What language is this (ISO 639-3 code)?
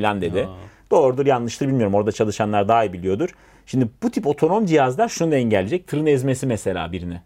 tur